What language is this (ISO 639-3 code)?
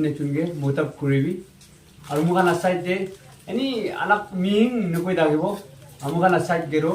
nag